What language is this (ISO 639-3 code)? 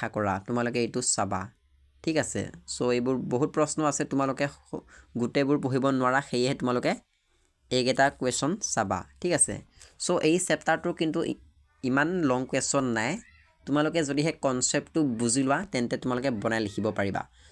asm